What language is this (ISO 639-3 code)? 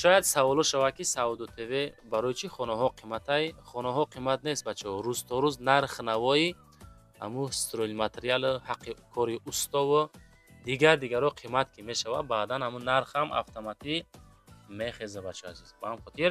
tgk